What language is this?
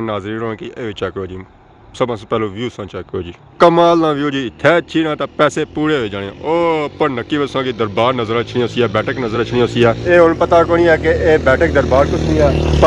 Pahari-Potwari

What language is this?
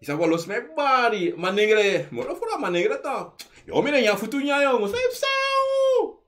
Sranan Tongo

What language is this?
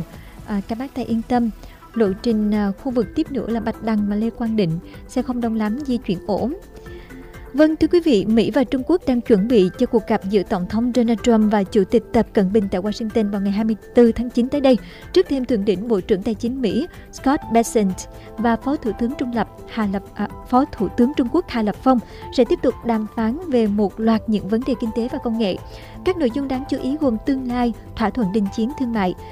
Vietnamese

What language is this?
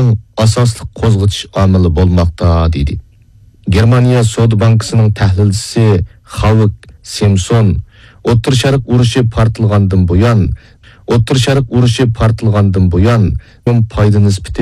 Uyghur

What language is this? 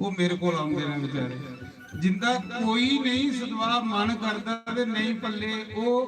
Dogri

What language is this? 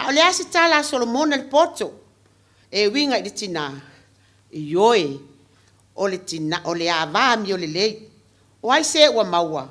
Samoan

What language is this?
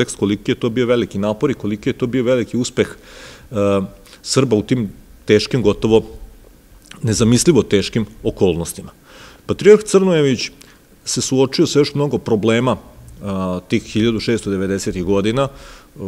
Serbian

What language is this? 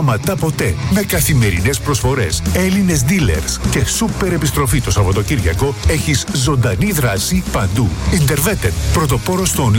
Greek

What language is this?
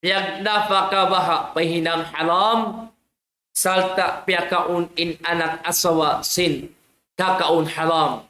Tausug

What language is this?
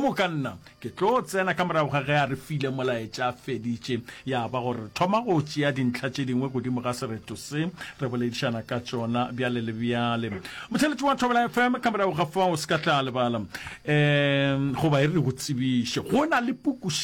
Northern Sotho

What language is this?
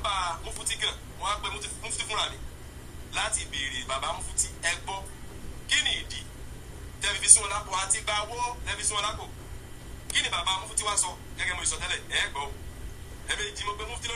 Yoruba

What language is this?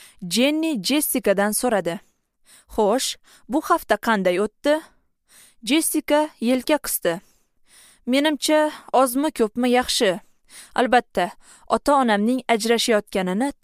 Uzbek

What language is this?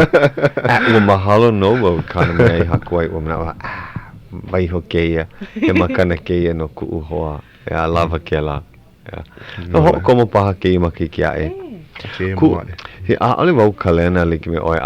Hawaiian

